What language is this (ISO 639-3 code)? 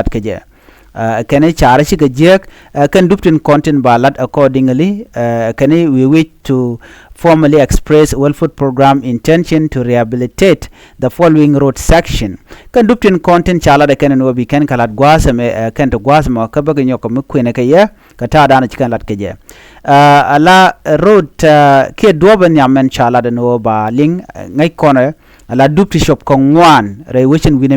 nus